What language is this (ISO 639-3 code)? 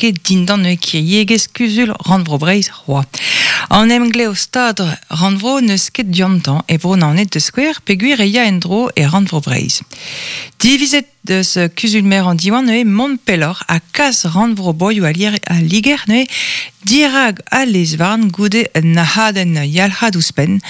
bre